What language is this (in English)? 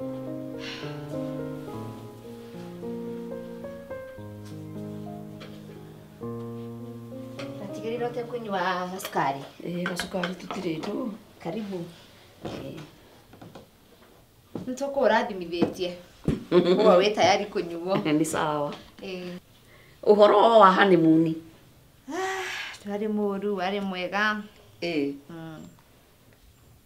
Kikuyu